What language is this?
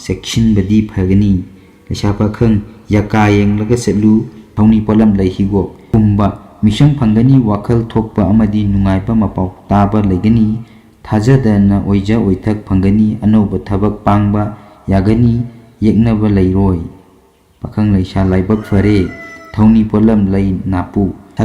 Manipuri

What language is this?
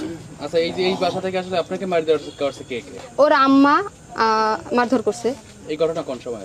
Bangla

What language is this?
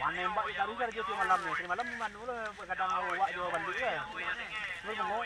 Minangkabau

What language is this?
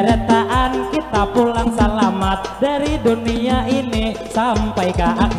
Banjar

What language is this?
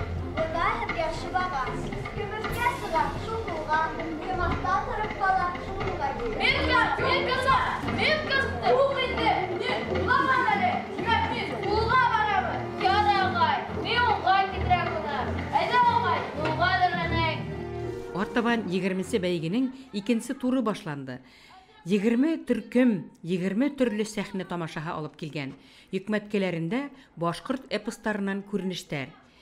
Bashkir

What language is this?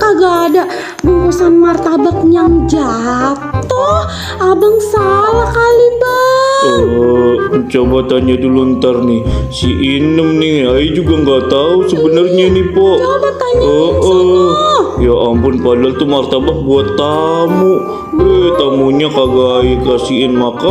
Betawi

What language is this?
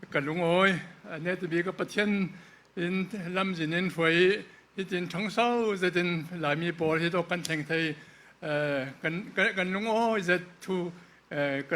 Falam Chin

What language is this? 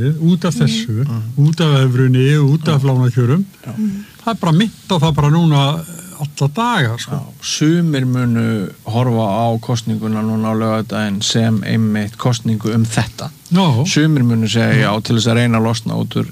Icelandic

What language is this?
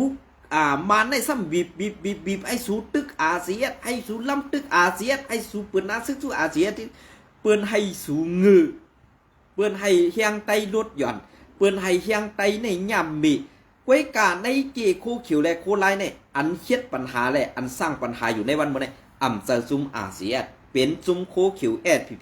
Shan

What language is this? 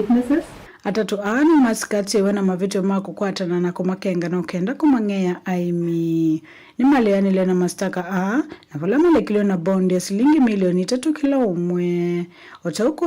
Kamba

